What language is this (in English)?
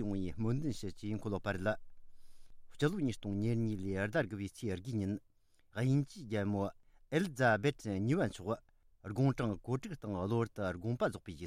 Tibetan